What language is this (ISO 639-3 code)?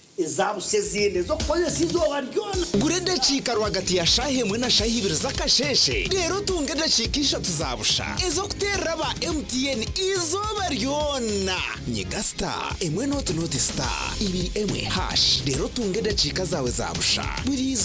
nyn